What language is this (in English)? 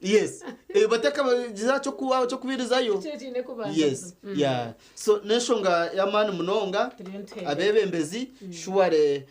Nyankole